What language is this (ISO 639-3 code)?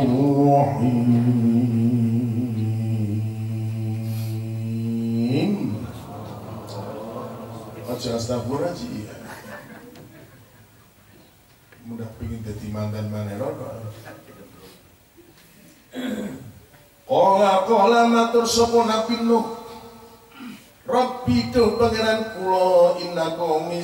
jav